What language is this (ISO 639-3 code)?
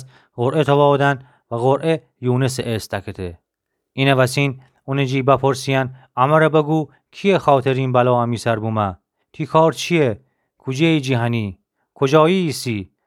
glk